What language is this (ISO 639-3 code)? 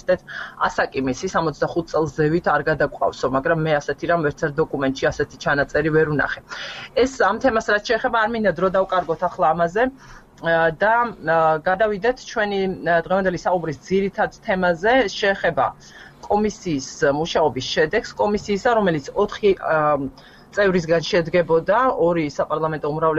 kat